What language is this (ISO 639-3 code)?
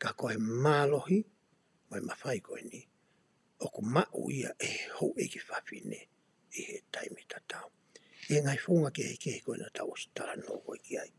ton